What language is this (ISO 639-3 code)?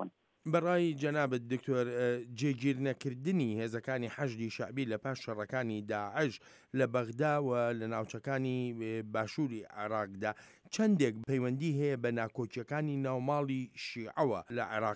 ckb